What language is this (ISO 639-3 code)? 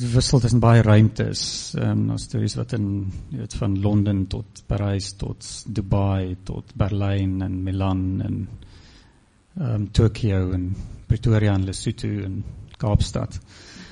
afr